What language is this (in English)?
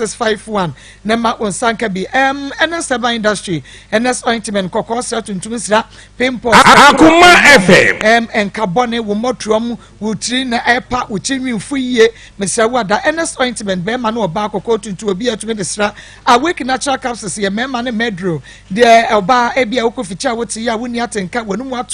Akan